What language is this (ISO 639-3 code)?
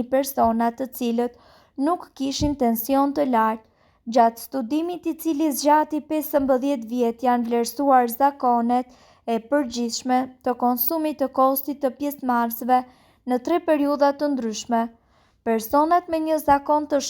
sqi